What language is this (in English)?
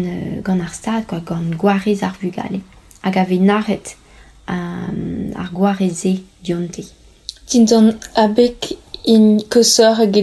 Breton